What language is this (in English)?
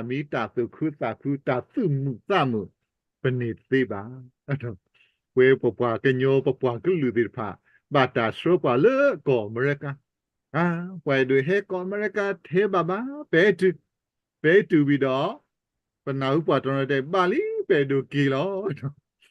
S'gaw Karen